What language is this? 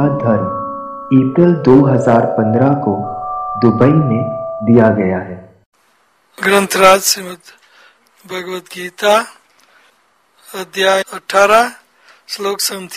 Hindi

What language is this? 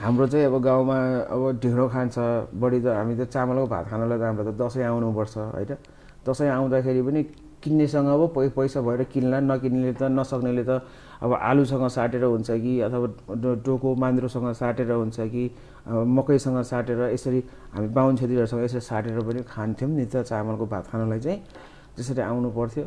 Nepali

